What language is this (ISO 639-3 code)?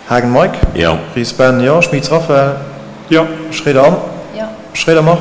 ltz